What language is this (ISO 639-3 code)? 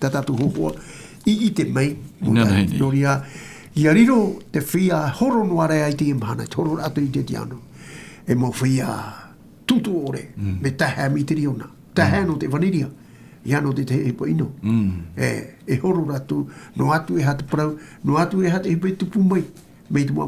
tah